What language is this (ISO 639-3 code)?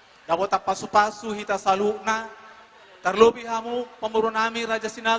bbc